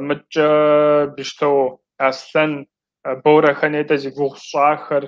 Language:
Kabardian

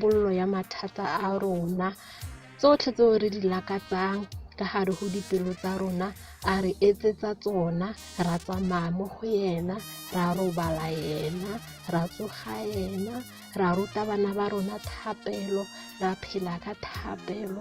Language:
Tswana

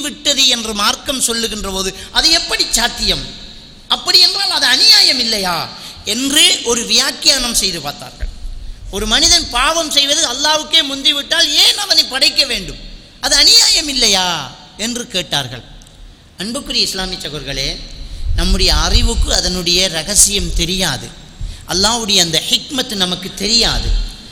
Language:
Tamil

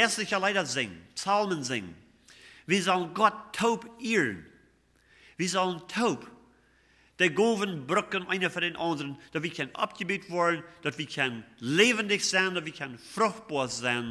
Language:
Plautdietsch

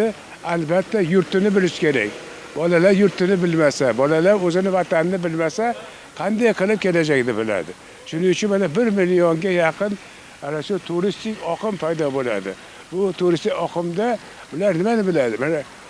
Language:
Uzbek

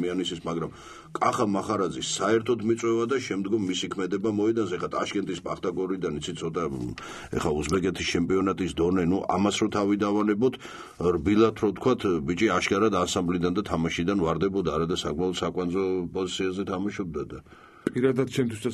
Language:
Georgian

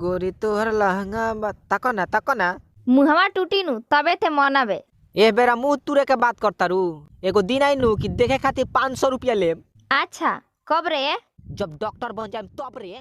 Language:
Magahi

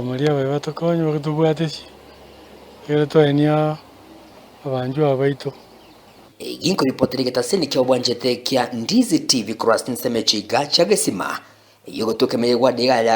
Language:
Gusii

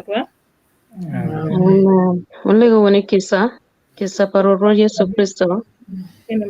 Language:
Acoli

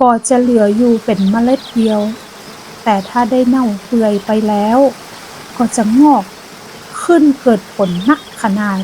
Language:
Northern Thai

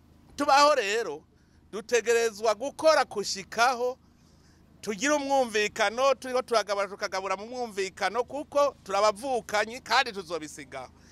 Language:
Rundi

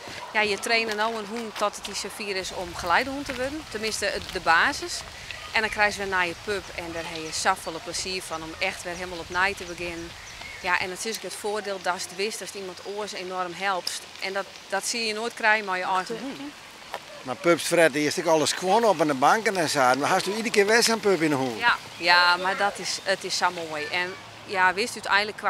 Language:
Western Frisian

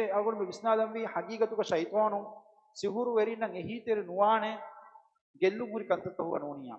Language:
Divehi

